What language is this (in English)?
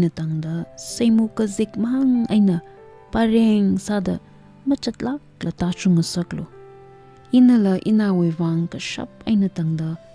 Tangkhul Naga (India)